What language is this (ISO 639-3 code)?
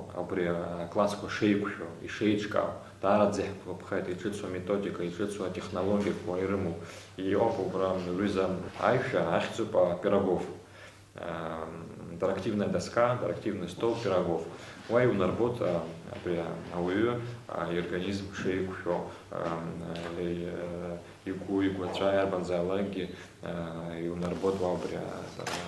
abk